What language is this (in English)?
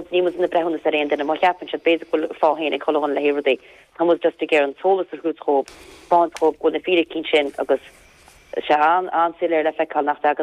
Irish